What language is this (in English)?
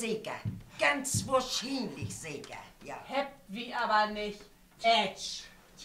Low German